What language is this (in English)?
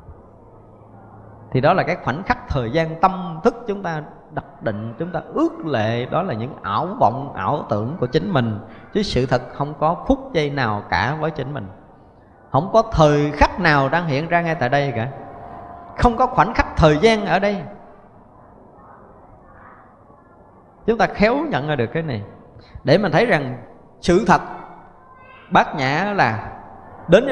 Vietnamese